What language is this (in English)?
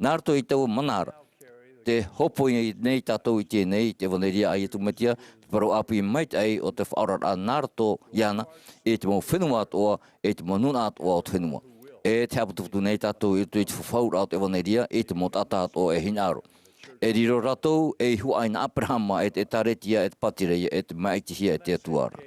Tahitian